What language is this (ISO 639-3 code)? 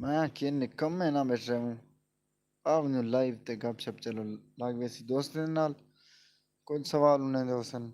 skr